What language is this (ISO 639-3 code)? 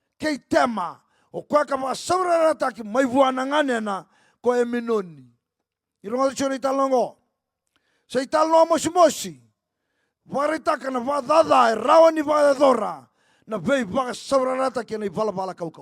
fij